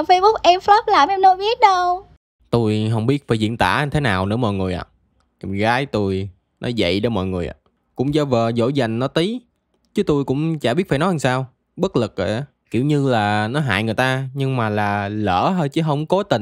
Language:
Vietnamese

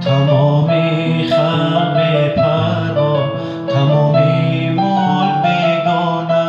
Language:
Tajik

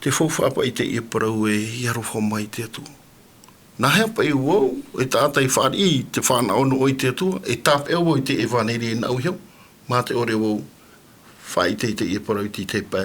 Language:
Tahitian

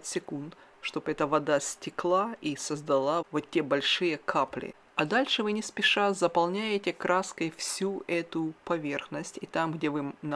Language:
Russian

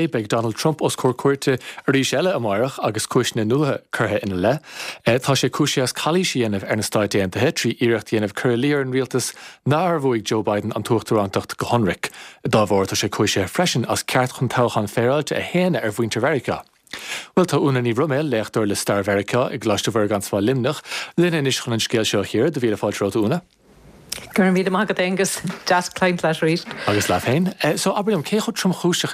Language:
Irish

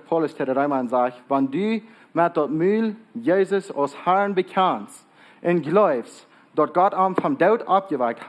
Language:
Plautdietsch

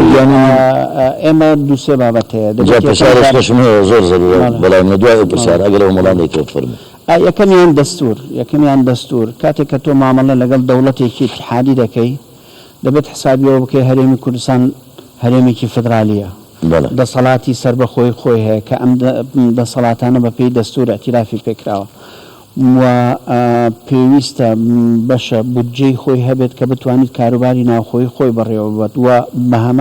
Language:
Central Kurdish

